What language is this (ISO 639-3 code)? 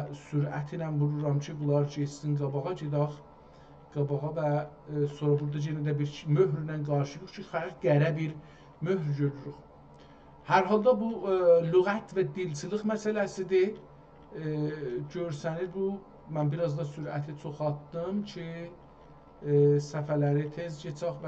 azb